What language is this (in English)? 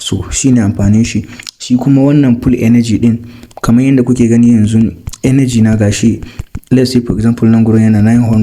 Hausa